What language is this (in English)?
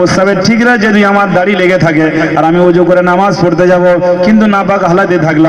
Bangla